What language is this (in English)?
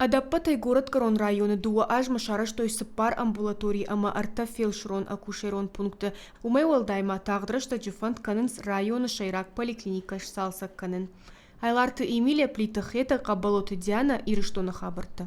Ossetic